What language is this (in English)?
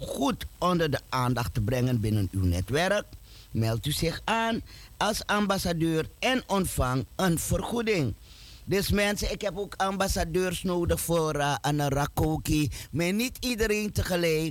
Dutch